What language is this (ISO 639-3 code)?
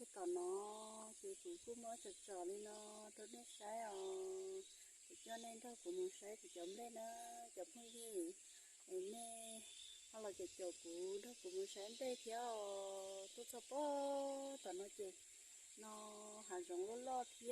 hmn